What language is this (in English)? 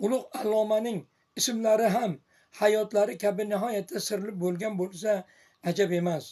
Uzbek